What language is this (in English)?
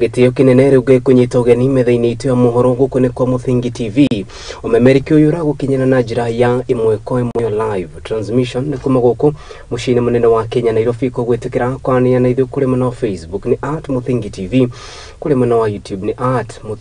Kikuyu